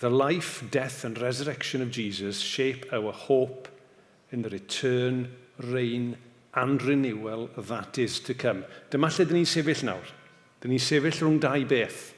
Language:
Welsh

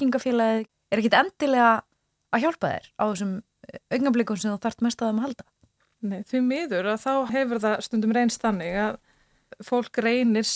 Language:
Icelandic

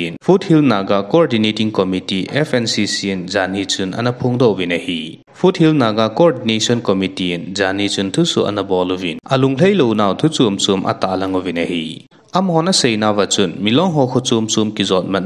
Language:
Thado Chin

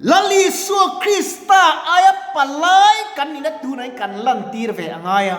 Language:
Mizo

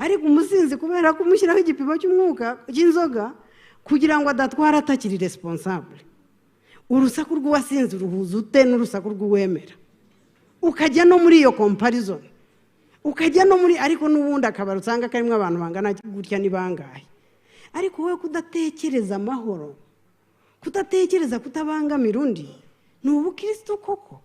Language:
Kinyarwanda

